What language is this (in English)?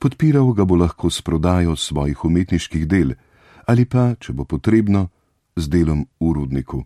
Slovenian